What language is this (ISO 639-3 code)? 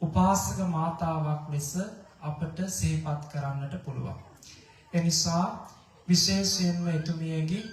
sin